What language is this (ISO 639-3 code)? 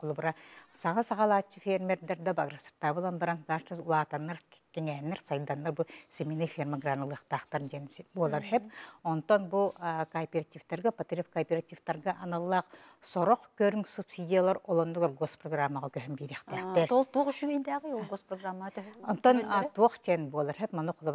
sah